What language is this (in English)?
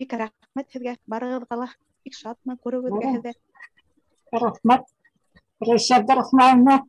Bashkir